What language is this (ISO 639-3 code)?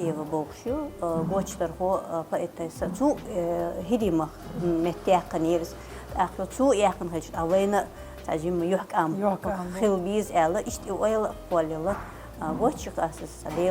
che